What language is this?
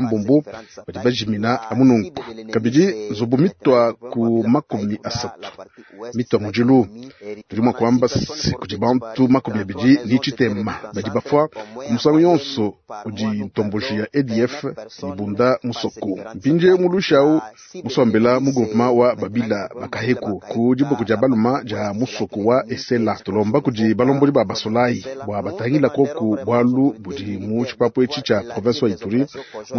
Luba-Lulua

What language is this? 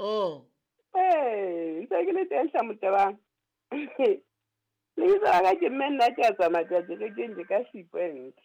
Southern Sotho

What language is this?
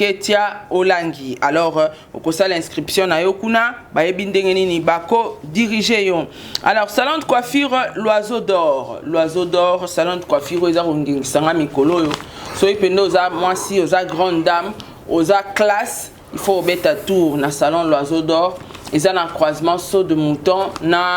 Lingala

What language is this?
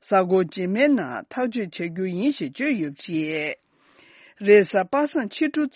Tibetan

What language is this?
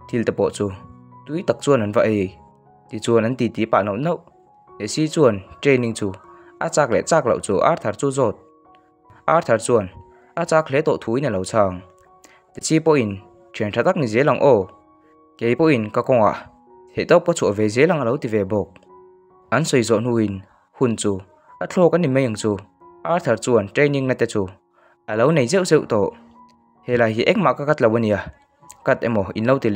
Mizo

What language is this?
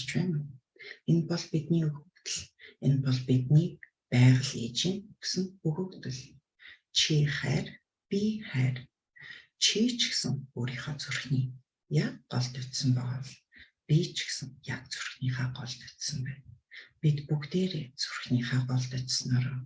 Mongolian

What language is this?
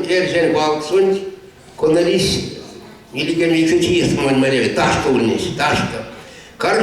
Erzya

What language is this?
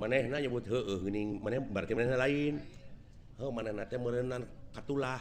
Sundanese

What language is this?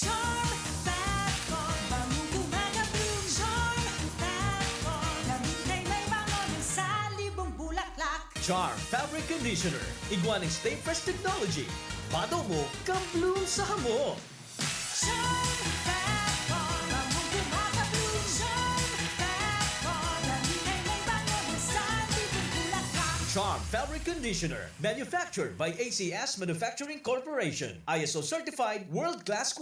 Bikol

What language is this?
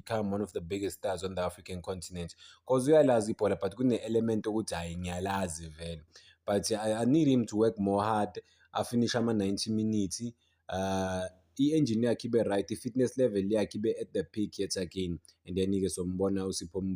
Zulu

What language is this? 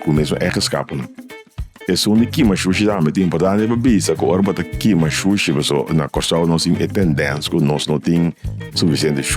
Papiamento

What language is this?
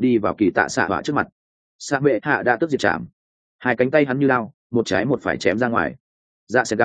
Vietnamese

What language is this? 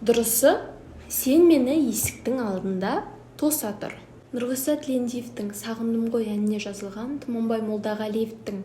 Kazakh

